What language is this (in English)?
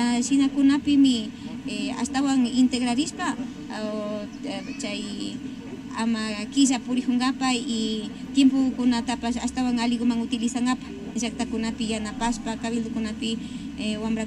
Imbabura Highland Quichua